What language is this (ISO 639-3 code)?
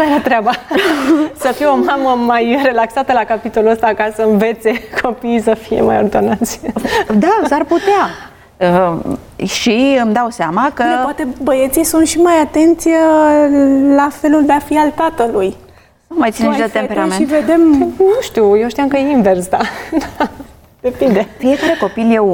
ron